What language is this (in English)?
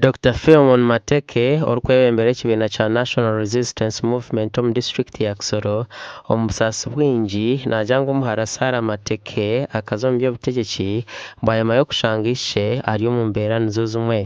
Nyankole